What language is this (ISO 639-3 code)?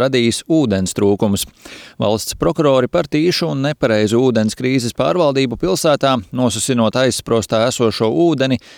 lav